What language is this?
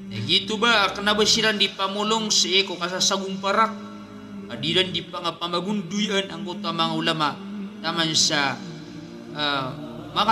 Maranao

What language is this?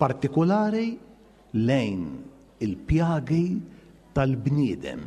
Maltese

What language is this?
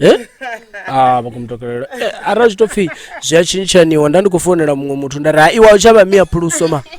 Venda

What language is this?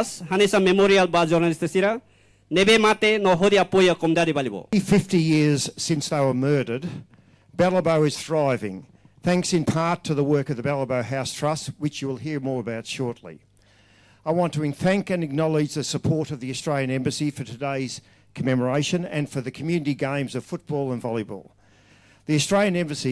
Tetum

